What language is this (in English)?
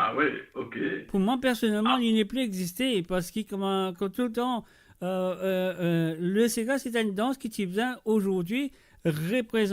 Morisyen